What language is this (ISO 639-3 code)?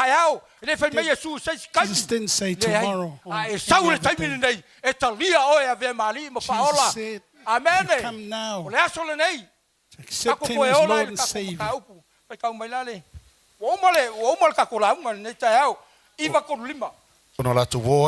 smo